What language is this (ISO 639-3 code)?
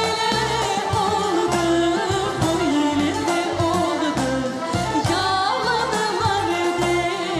crh